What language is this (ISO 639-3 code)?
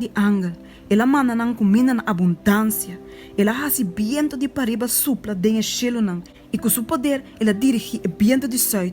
pap